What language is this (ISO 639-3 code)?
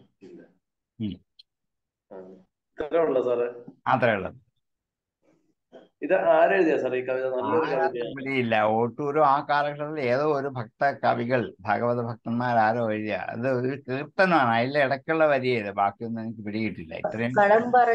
mal